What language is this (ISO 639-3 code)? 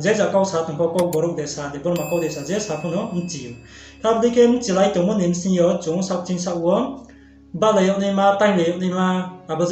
ria